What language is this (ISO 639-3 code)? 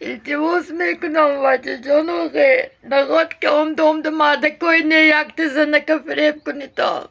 tgk